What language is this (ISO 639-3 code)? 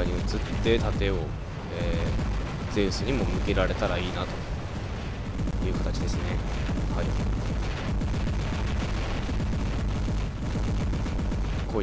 jpn